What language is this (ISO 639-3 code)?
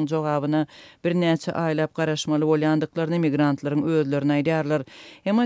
tuk